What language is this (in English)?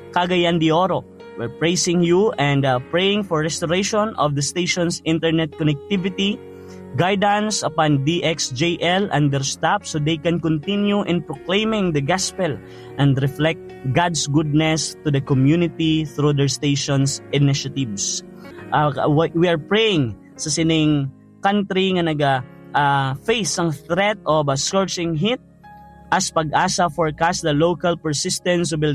Hiligaynon